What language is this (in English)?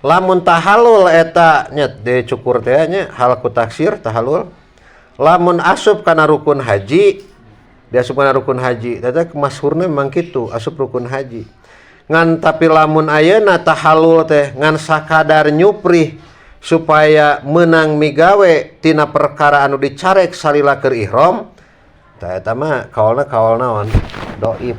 Sundanese